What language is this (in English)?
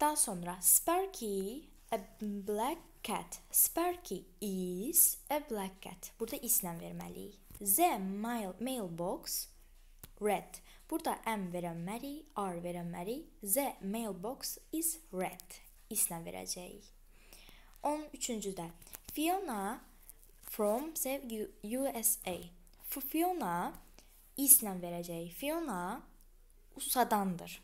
Azerbaijani